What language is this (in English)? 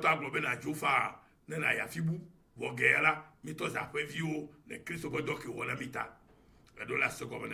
Ewe